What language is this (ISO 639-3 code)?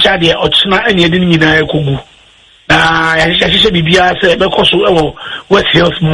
aka